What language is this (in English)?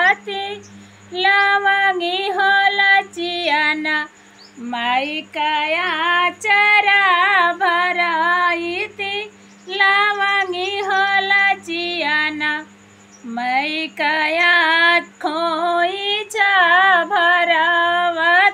Bhojpuri